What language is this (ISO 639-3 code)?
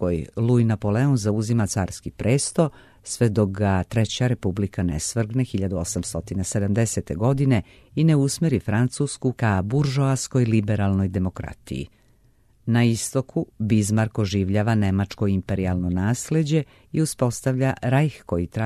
srp